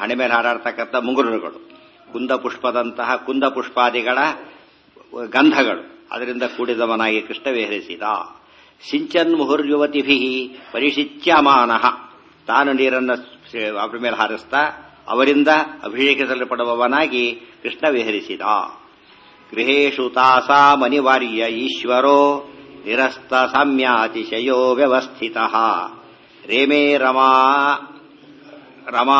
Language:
Kannada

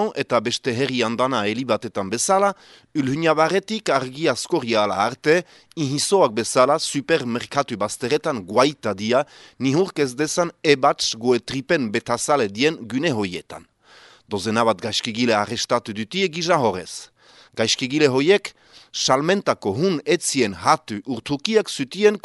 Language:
Basque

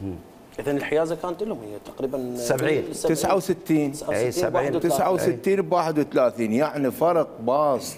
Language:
Mesopotamian Arabic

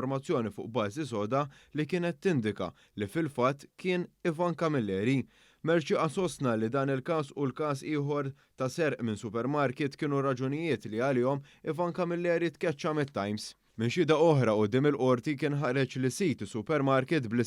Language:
Maltese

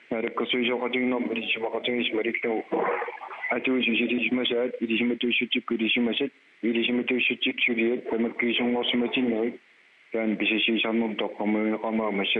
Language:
Kalaallisut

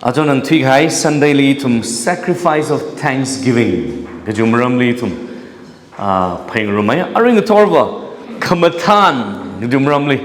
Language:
Tangkhul Naga (India)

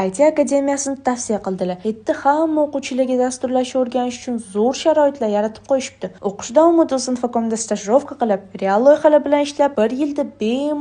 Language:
Uzbek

